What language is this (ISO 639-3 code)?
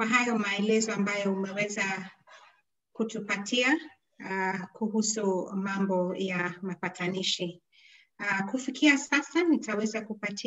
swa